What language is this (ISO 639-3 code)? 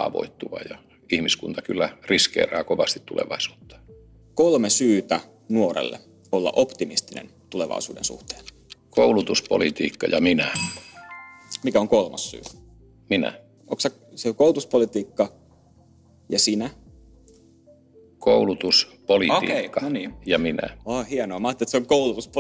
fin